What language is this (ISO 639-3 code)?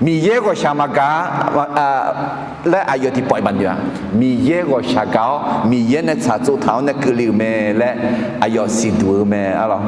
ahk